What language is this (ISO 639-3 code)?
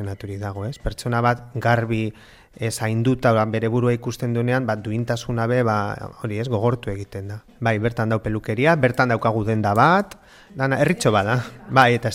eus